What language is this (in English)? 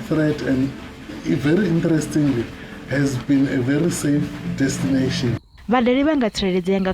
Venda